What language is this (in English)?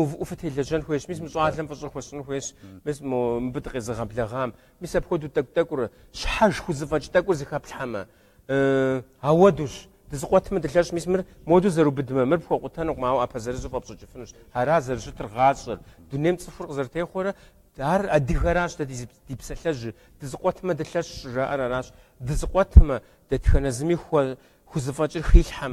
Kabardian